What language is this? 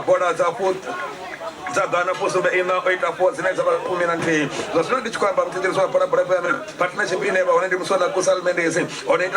Venda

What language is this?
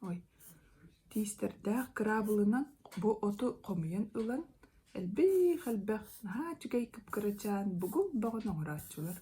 Yakut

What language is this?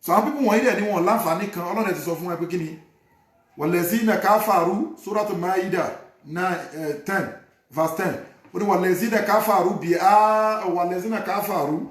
Yoruba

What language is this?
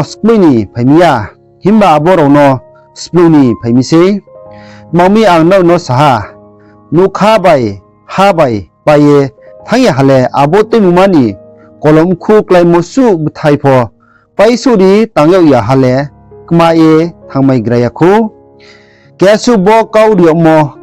Riang (India)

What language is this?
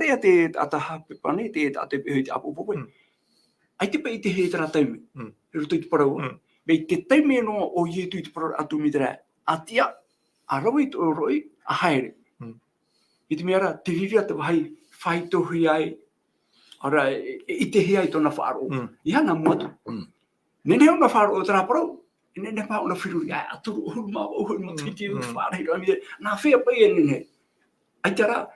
Tahitian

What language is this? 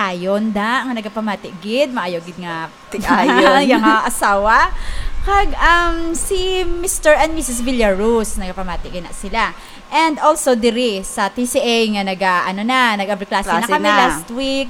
Hiligaynon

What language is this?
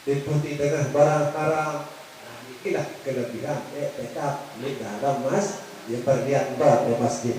Sasak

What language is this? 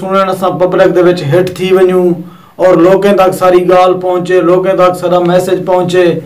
Saraiki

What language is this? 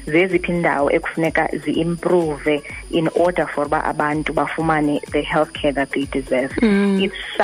Xhosa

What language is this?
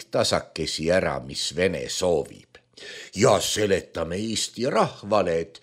Estonian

